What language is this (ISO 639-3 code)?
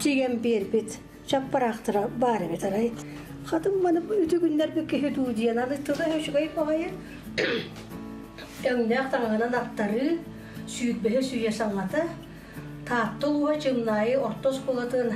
sah